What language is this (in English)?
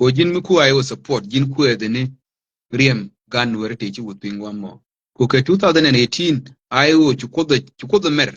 Nuer